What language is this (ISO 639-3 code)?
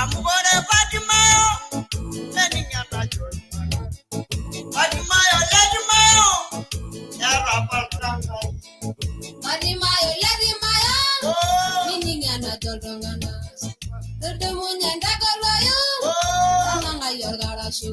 mas